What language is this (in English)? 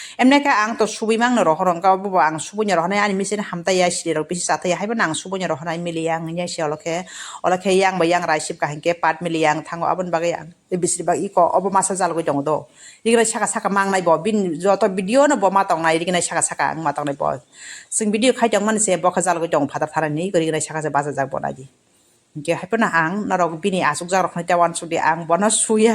Kok Borok